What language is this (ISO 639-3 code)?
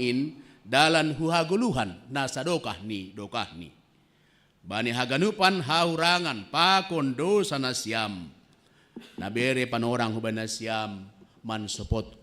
bts